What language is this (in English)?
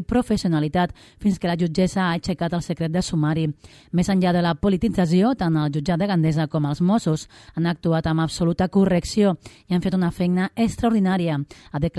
Catalan